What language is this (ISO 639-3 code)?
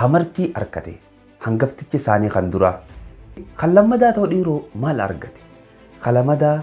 orm